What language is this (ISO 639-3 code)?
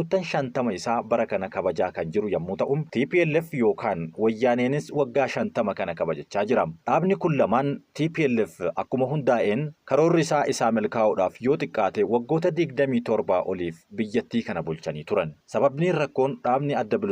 orm